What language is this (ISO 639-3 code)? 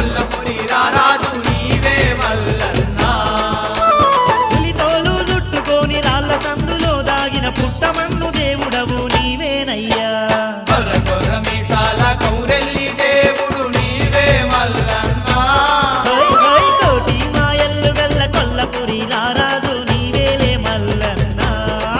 tel